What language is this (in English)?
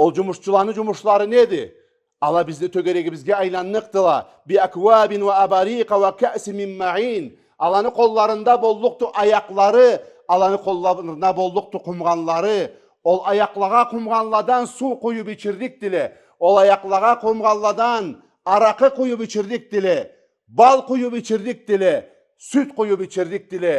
Karachay-Balkar